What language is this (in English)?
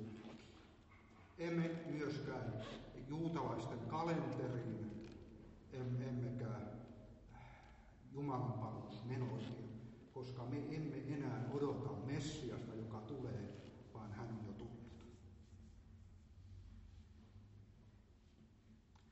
Finnish